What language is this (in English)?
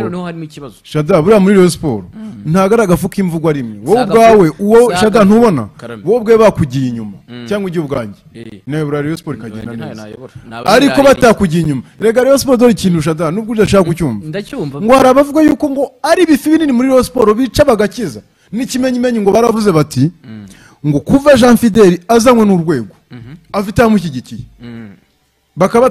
Kinyarwanda